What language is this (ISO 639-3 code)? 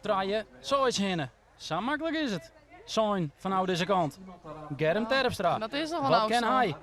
fry